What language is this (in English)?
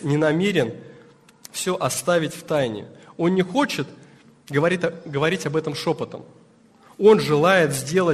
Russian